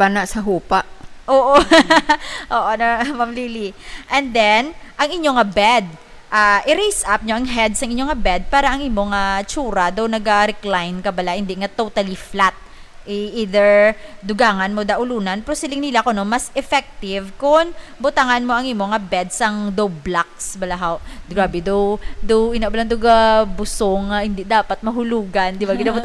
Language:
Hiligaynon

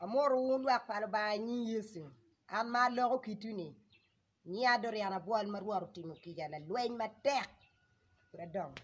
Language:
Acoli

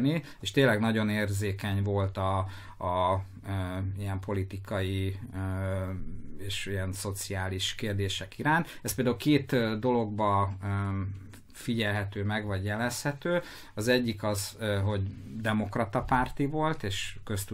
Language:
Hungarian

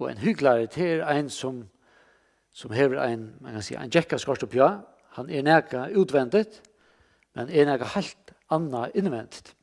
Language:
Faroese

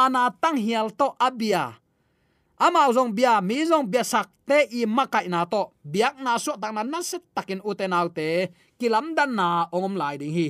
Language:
Tedim Chin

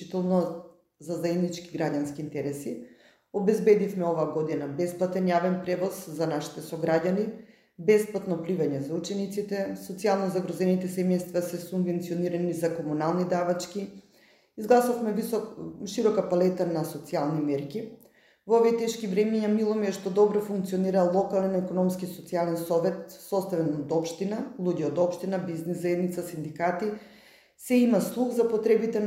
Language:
Macedonian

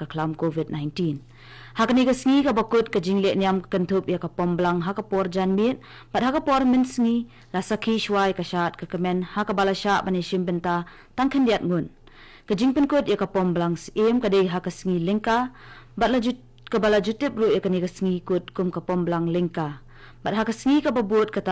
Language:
Khasi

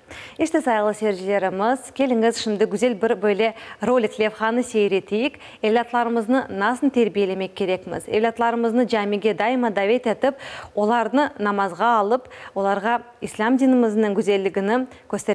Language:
Crimean Tatar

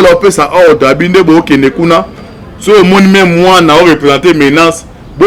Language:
Lingala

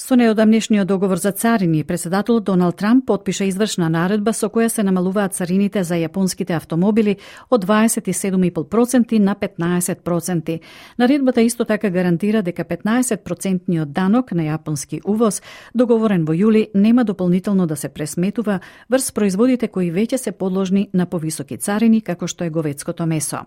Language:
Macedonian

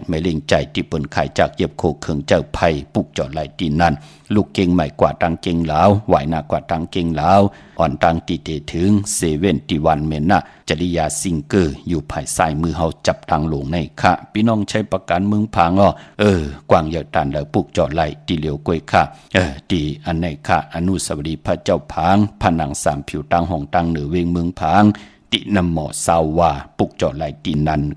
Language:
Shan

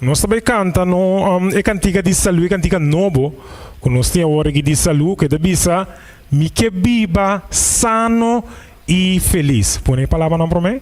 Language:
Papiamento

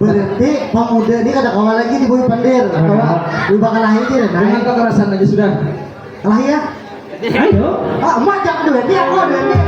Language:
Banjar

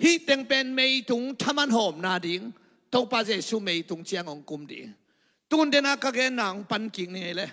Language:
Tedim Chin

